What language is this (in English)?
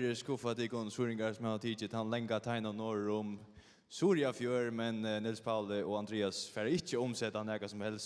Faroese